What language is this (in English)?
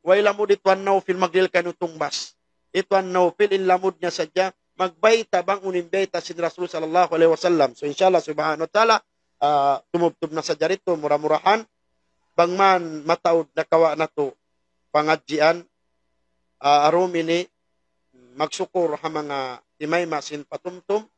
Tausug